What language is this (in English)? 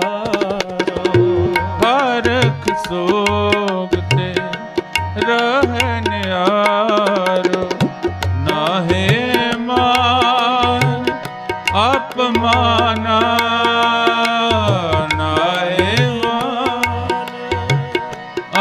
Punjabi